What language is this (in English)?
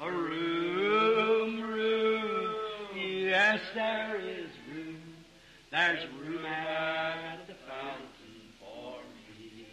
Northern Sotho